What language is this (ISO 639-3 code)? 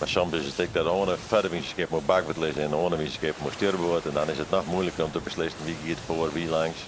fry